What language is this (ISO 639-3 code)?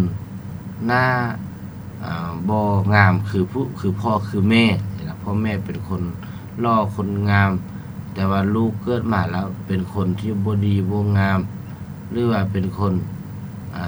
lao